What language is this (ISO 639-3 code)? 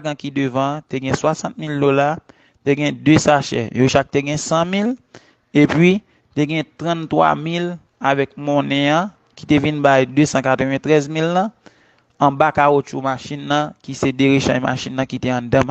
hat